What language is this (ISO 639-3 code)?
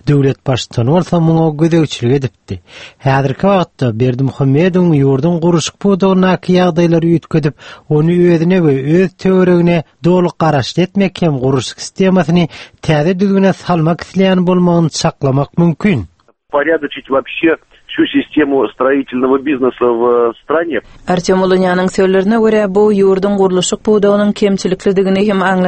tuk